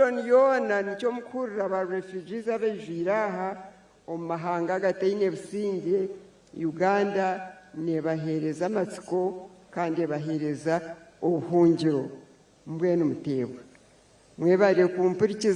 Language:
Nyankole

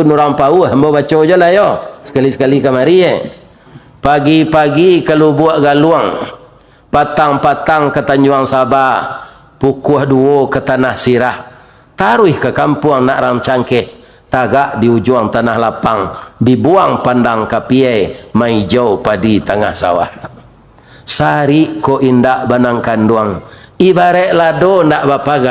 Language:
Minangkabau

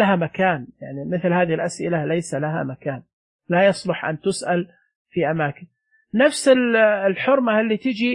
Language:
Najdi Arabic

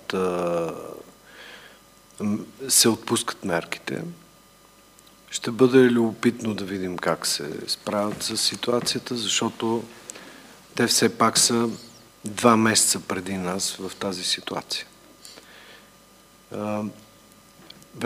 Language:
Bulgarian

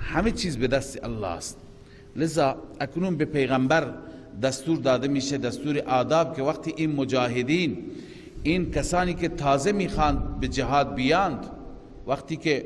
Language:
Persian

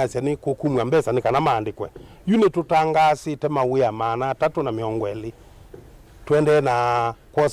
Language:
Kamba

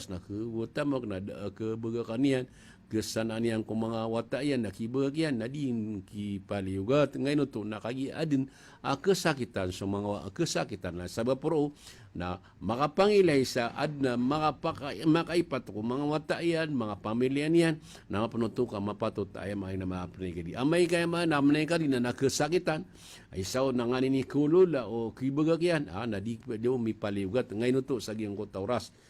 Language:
Maranao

